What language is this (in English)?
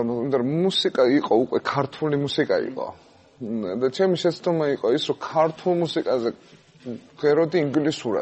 Georgian